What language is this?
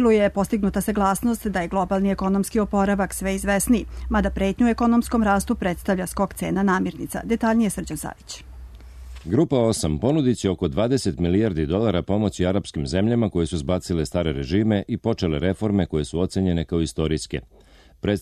Serbian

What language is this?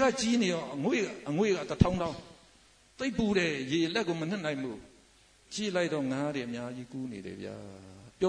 Burmese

